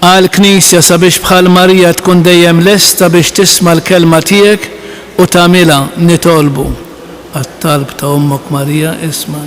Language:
Maltese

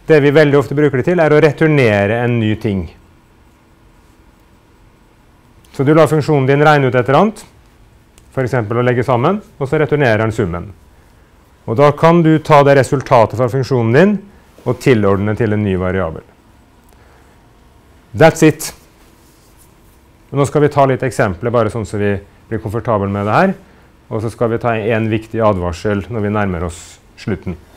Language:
Norwegian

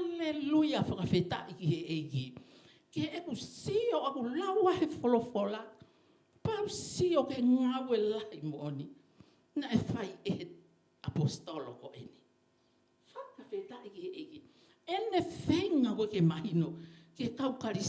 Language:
Tongan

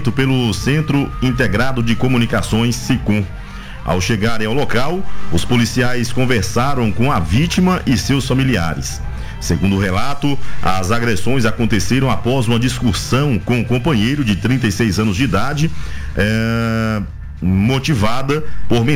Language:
Portuguese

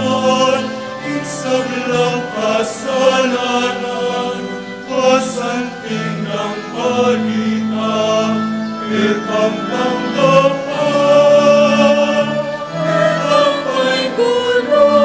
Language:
Pampanga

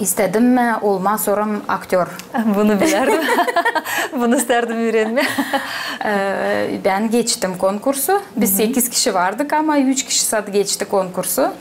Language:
Gagauz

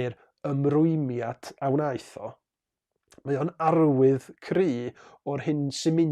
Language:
Welsh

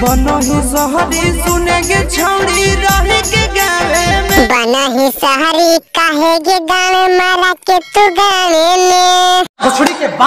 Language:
Magahi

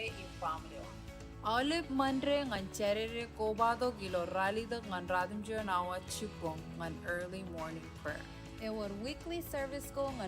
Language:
Marshallese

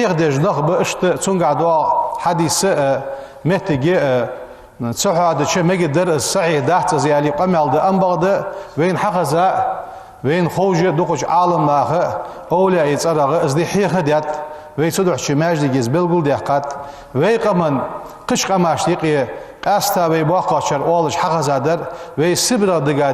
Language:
Ingush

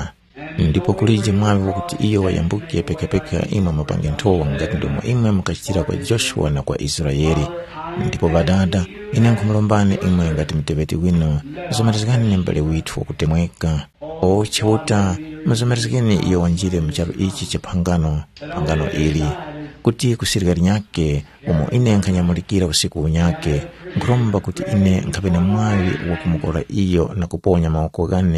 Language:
Tumbuka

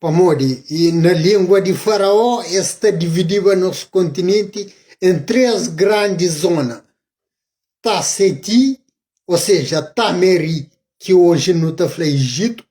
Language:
Kabuverdianu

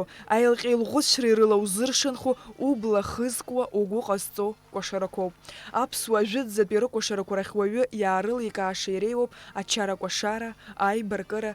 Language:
Abkhazian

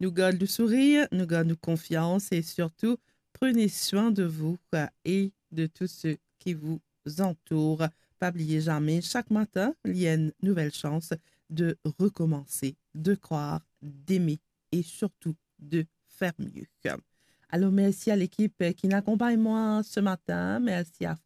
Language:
Morisyen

